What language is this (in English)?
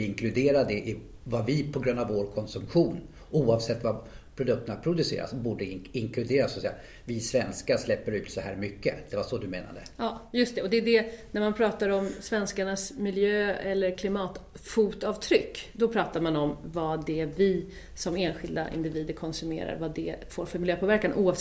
Swedish